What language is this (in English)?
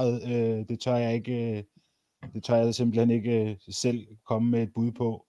Danish